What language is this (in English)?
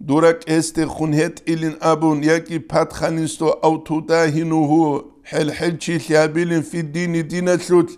Avaric